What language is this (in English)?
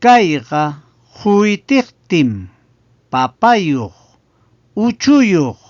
Ayacucho Quechua